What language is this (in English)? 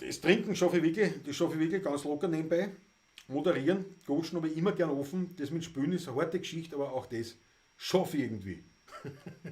Bavarian